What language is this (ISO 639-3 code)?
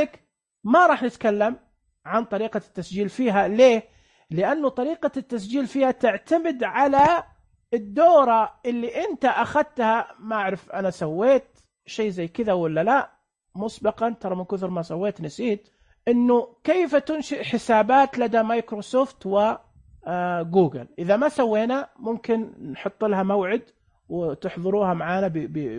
ars